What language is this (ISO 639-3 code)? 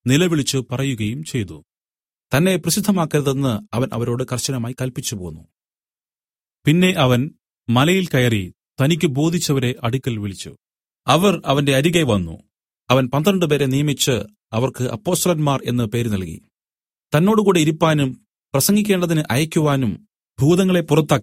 mal